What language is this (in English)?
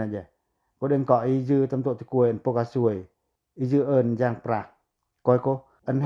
Pacoh